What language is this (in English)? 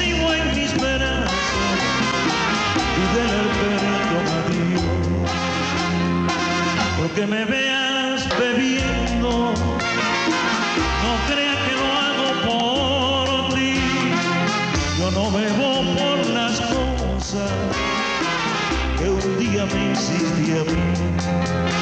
Spanish